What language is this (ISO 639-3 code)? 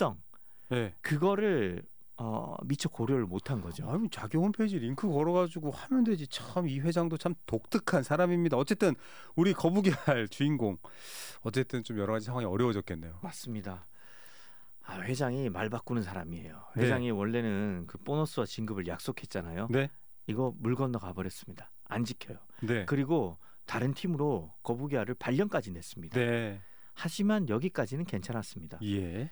kor